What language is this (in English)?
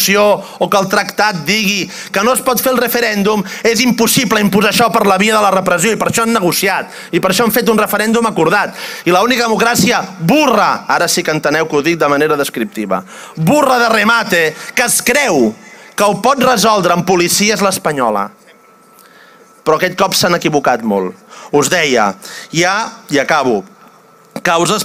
Catalan